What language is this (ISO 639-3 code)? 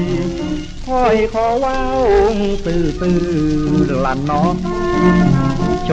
tha